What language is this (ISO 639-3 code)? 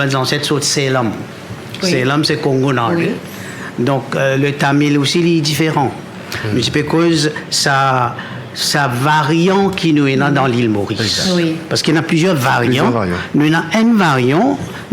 mfe